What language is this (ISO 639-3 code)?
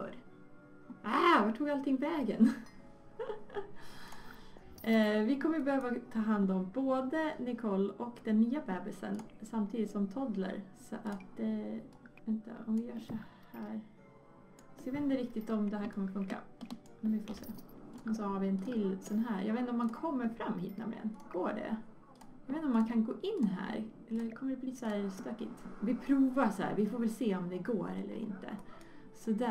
swe